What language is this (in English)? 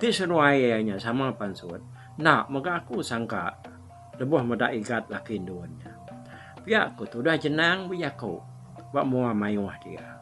Iban